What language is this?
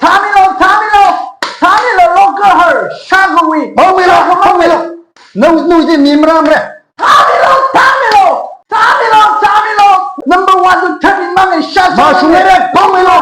Tangkhul Naga (India)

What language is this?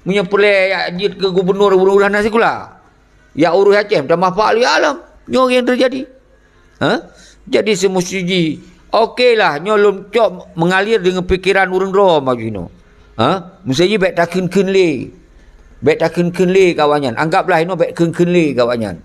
Achinese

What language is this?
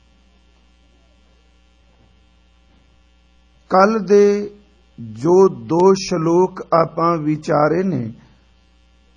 Punjabi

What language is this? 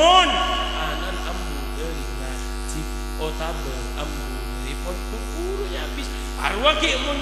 Madurese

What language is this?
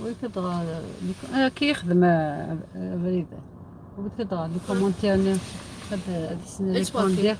Algerian Arabic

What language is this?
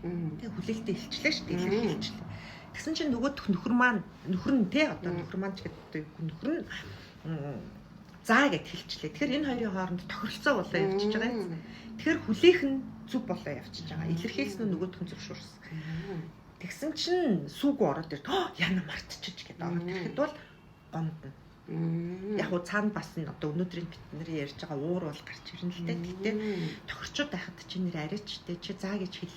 Mongolian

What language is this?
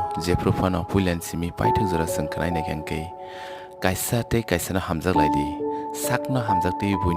Kok Borok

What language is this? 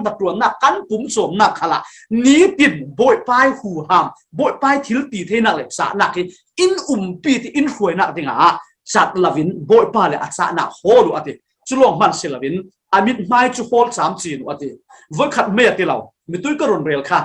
Falam Chin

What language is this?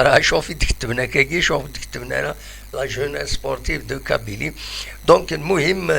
Kabyle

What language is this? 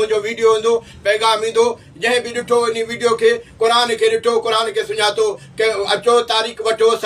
Sindhi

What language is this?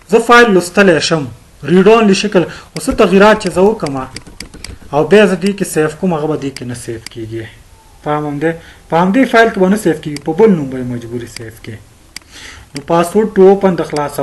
Pashto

